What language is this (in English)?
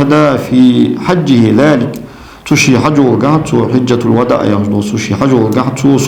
Ingush